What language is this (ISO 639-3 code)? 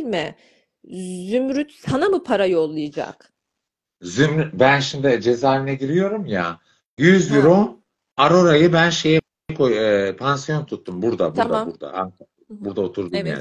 tur